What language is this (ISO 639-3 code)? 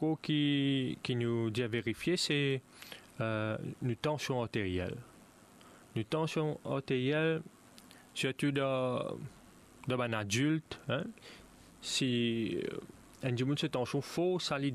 mfe